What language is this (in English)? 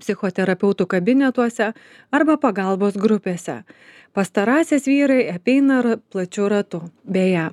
Lithuanian